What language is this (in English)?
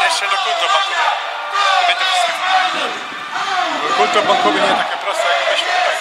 Silesian